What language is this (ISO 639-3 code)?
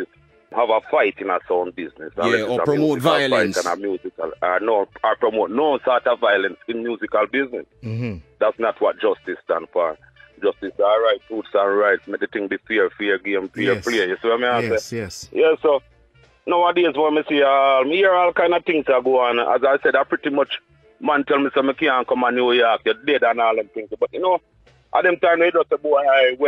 jam